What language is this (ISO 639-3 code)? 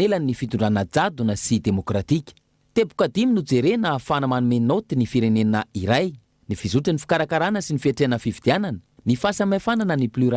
mlg